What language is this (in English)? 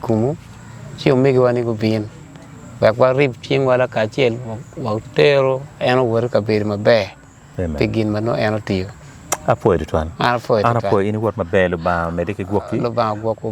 Acoli